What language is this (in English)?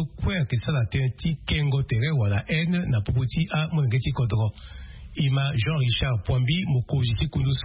Sango